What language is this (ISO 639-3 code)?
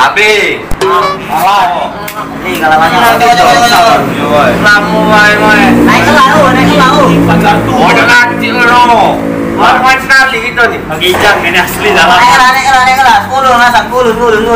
mui